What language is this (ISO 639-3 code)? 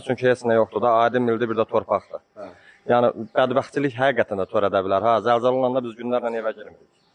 aze